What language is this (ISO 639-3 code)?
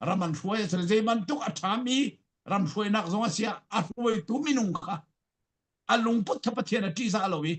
cfm